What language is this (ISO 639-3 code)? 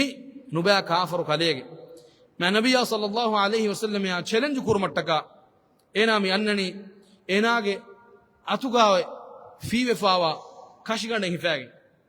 div